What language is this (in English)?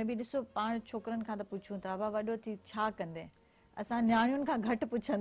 Sindhi